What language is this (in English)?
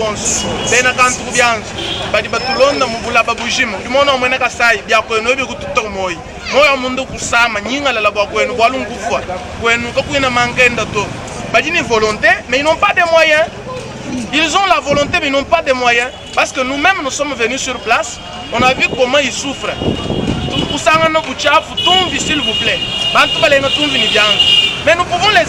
Luba-Lulua